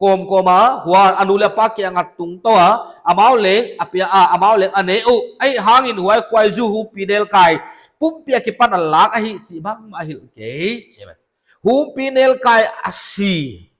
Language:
Paite Chin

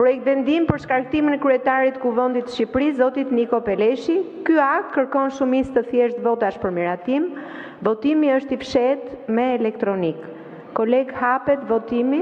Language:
Albanian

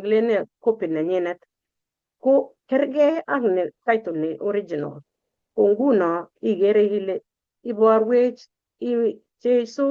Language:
Kalenjin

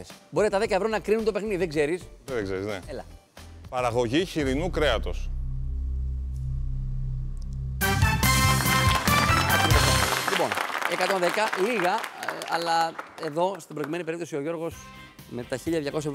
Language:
Greek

